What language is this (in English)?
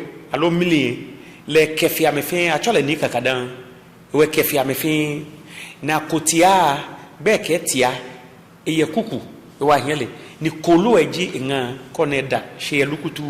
Ga